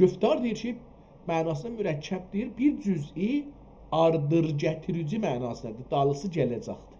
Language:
South Azerbaijani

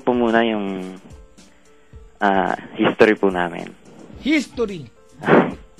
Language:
Filipino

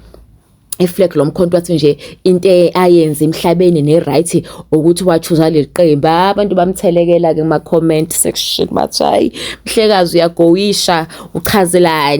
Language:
Zulu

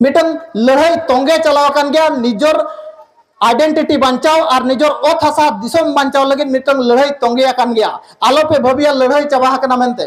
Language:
Santali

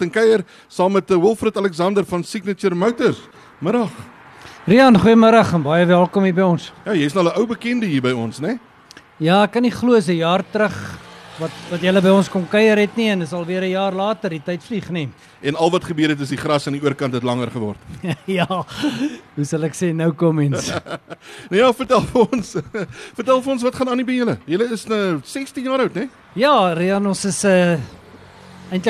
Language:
Afrikaans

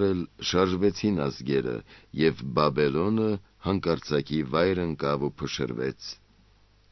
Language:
Armenian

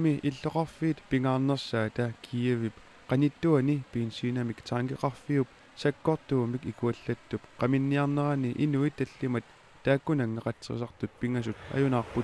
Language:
Kalaallisut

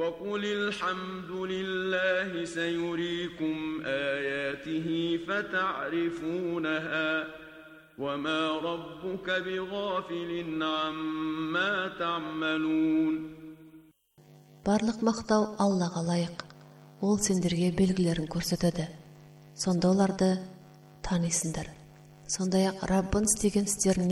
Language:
Kazakh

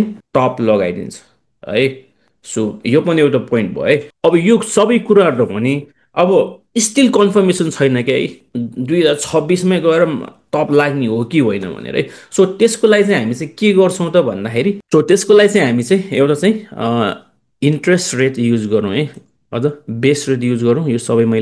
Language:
Nepali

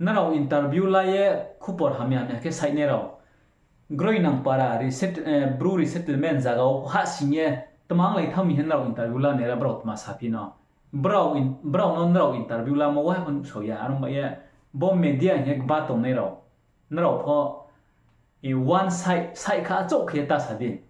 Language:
Riang (India)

